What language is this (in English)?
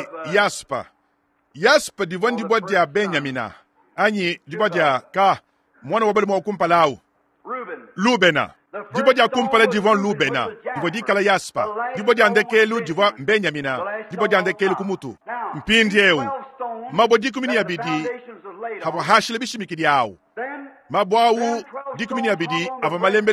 Luba-Lulua